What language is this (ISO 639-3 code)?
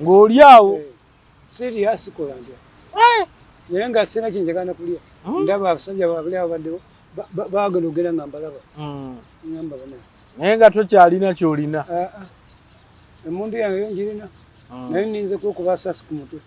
lug